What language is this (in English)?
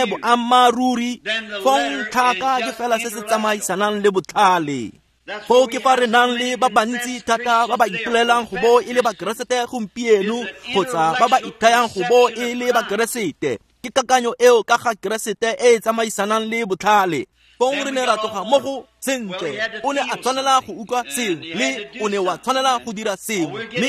Tswana